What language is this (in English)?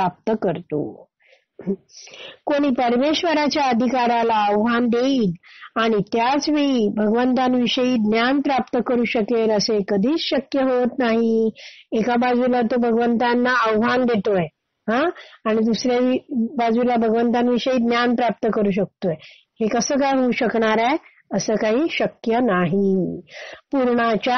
Marathi